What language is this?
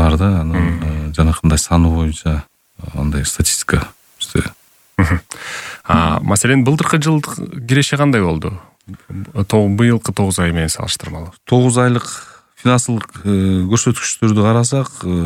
Kyrgyz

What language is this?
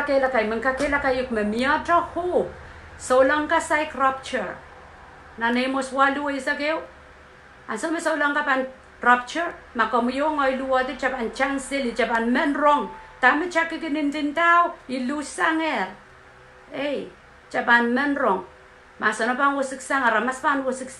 Pohnpeian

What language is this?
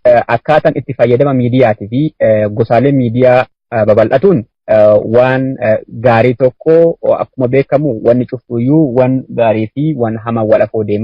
Oromo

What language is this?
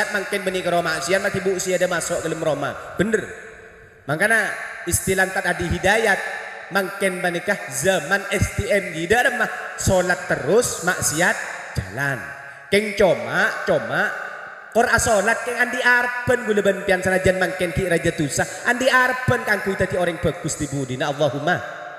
Madurese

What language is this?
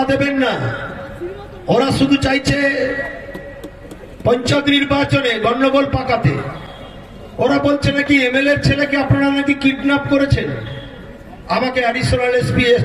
Bangla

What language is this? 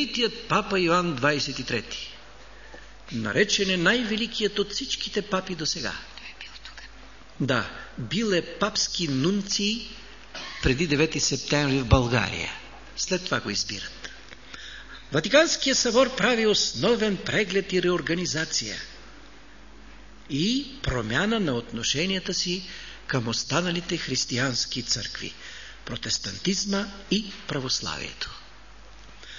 Bulgarian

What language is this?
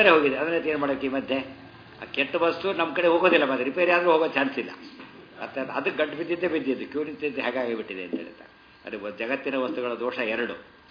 Kannada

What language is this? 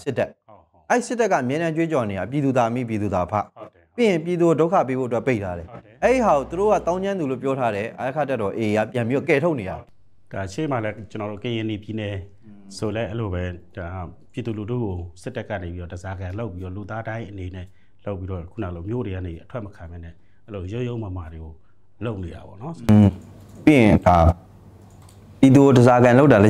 Burmese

